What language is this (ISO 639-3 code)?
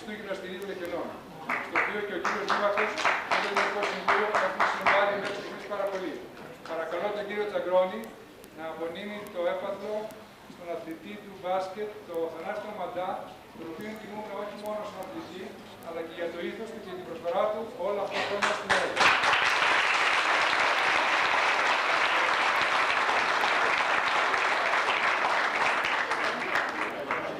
ell